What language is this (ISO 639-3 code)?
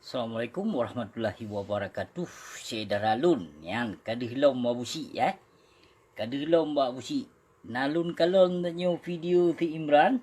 ace